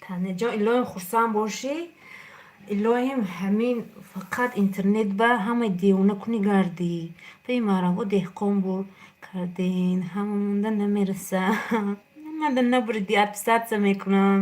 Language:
Tajik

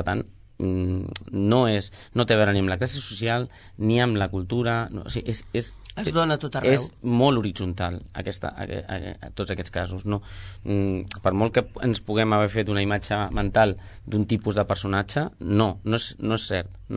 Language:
Catalan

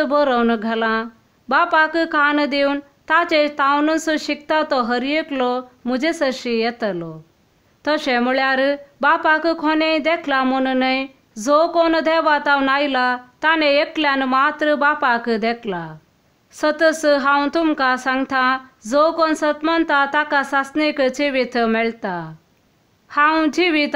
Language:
Konkani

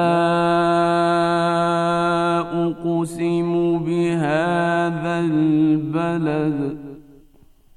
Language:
Bosnian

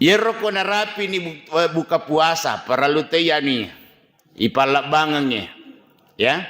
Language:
Buginese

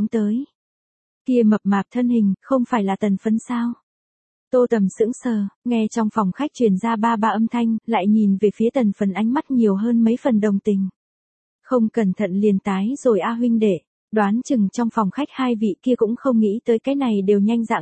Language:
Vietnamese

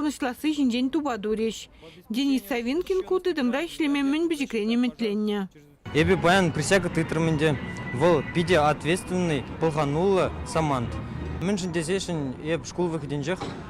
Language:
Chuvash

